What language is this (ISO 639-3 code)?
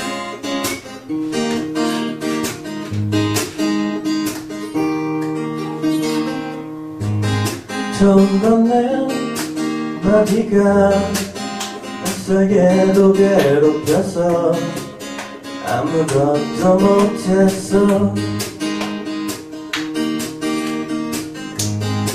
kor